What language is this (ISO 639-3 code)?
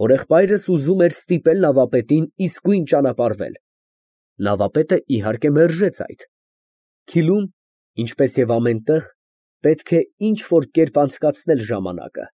hye